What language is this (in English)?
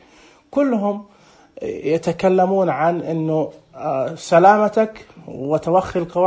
Najdi Arabic